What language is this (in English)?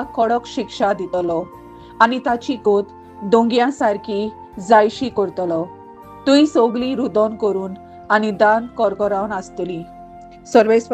Konkani